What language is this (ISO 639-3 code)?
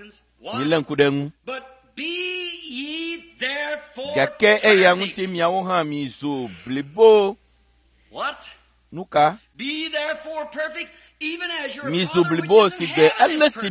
ewe